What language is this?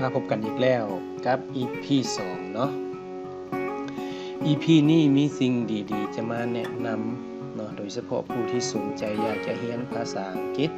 Lao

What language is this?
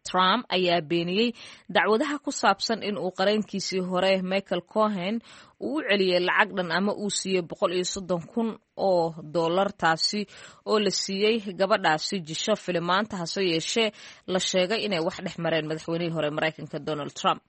Somali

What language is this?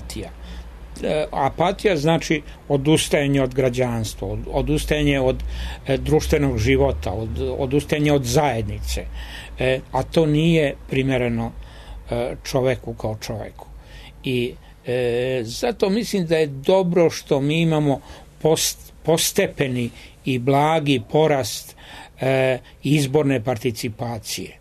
Serbian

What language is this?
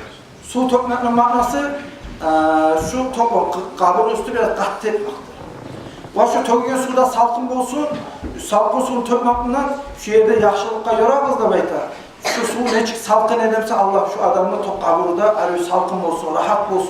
Kumyk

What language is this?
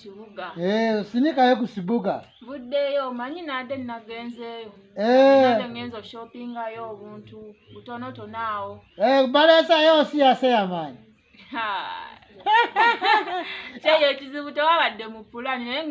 Ganda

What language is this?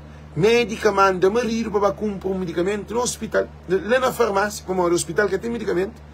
Kabuverdianu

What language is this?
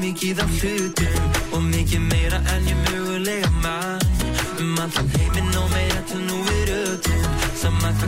Icelandic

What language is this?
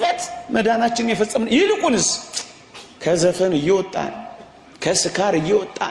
Amharic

